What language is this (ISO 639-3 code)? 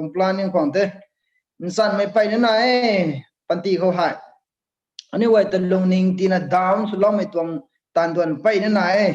nbu